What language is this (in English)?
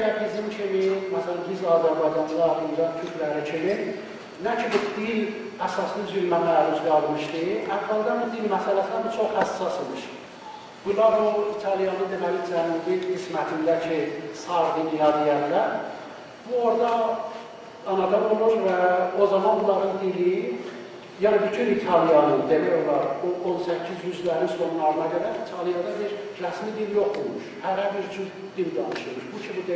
South Azerbaijani